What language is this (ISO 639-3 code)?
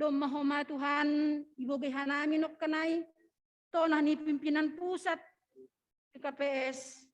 bts